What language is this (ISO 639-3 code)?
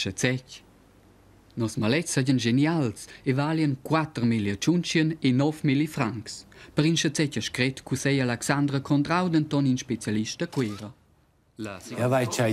roh